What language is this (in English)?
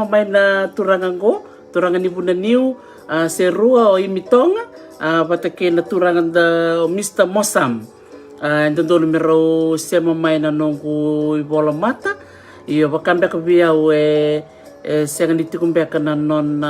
Fijian